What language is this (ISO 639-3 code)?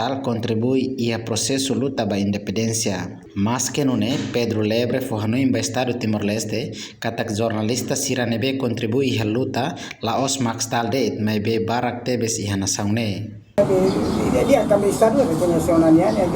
tet